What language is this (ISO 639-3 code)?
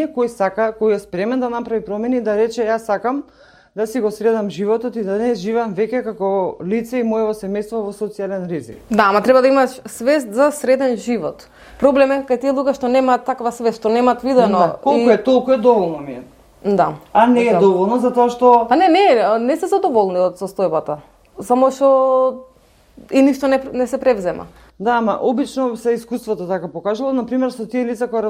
mkd